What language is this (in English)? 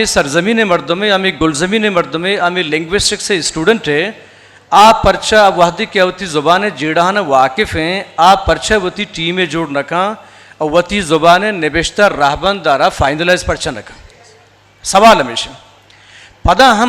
Eastern Balochi